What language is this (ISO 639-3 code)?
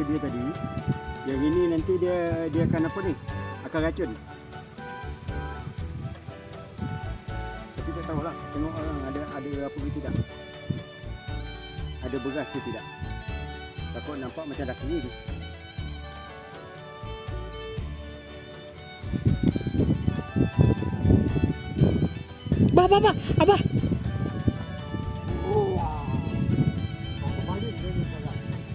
msa